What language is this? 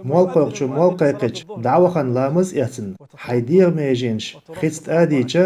Chechen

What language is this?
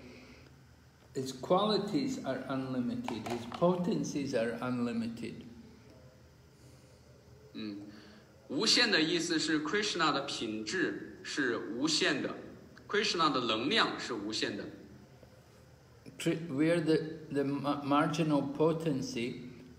English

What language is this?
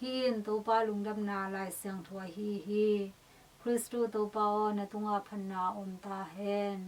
Tedim Chin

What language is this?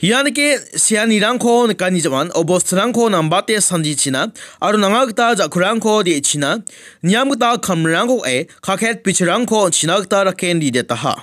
Garo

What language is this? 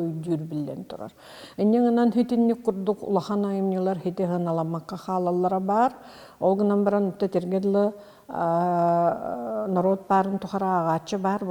Yakut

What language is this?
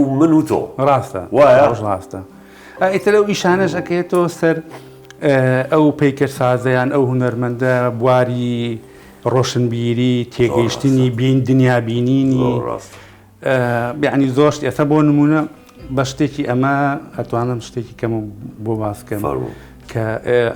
Central Kurdish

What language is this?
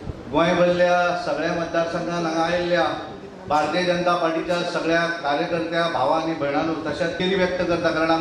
Konkani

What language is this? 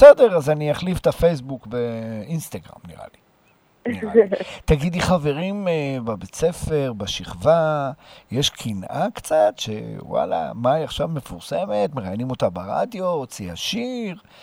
Hebrew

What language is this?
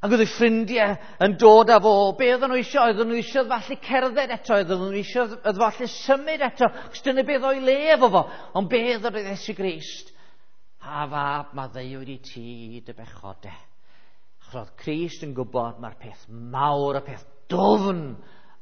Welsh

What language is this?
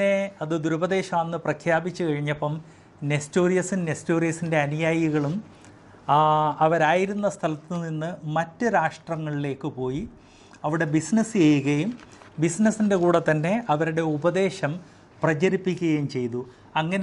Malayalam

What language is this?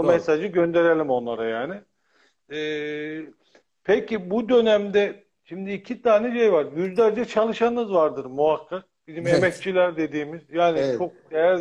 Turkish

